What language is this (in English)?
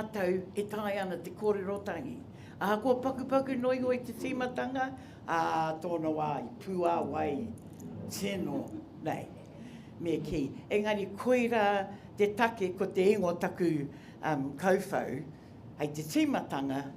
Māori